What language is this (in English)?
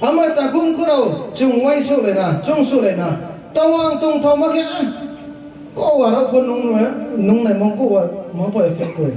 Riang (India)